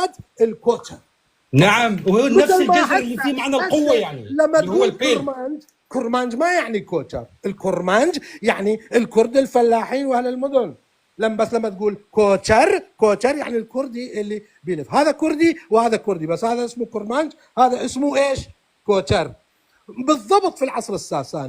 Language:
North Levantine Arabic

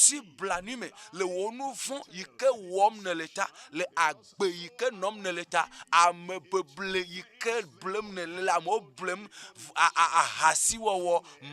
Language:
Ewe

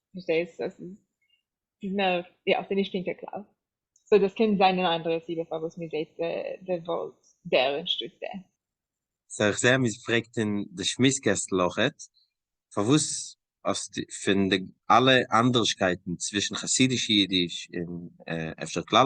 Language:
Yiddish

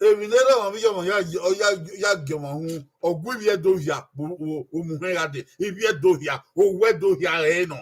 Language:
Bini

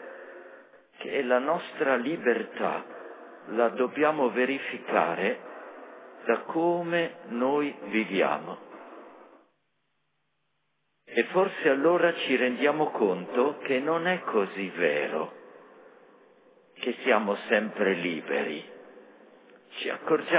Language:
Italian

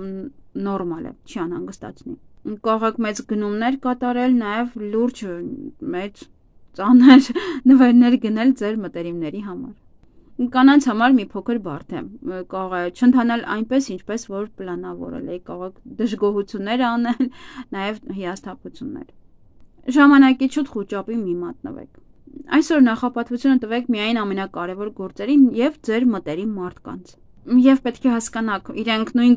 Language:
Armenian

